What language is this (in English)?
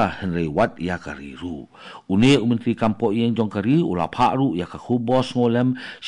Khasi